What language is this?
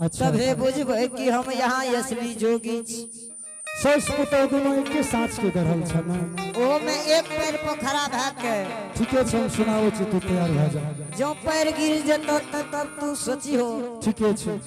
Angika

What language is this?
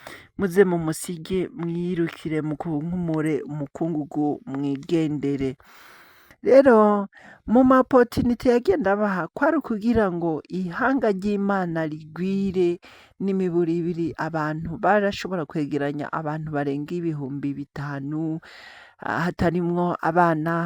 Rundi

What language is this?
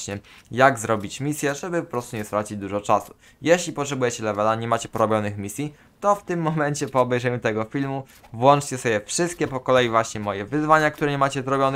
Polish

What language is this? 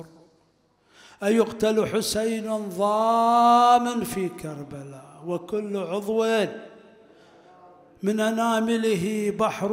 Arabic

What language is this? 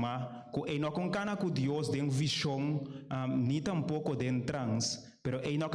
Papiamento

